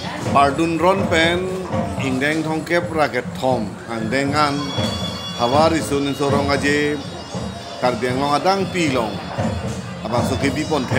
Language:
Karbi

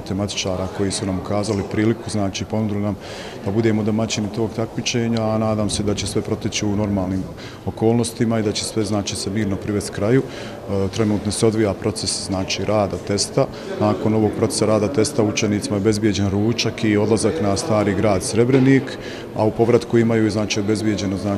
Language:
Bosnian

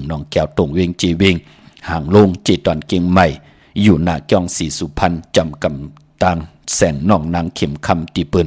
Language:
Shan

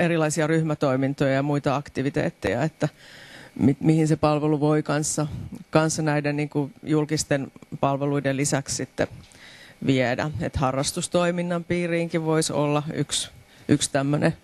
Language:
Finnish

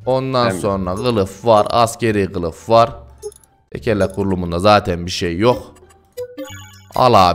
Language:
Turkish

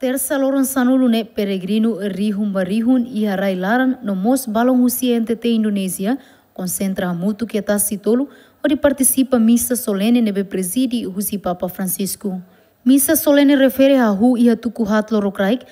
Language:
Tetum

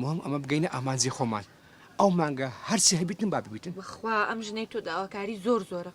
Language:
Central Kurdish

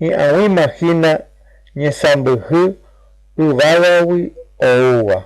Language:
Guarani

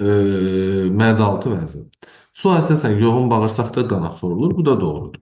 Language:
Azerbaijani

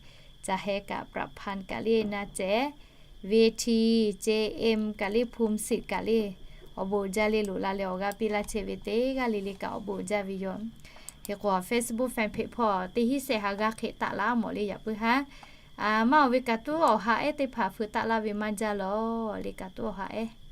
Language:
Lahu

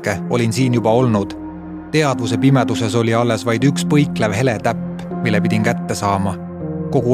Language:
Estonian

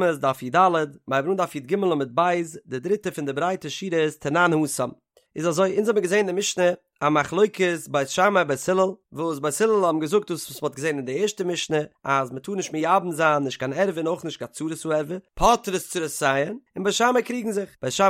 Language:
Yiddish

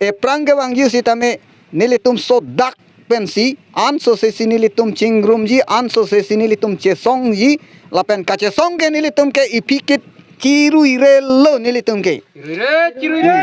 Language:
Karbi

